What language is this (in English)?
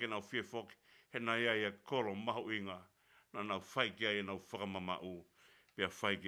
Tongan